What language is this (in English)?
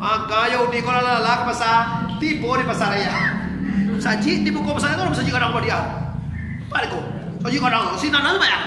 Minangkabau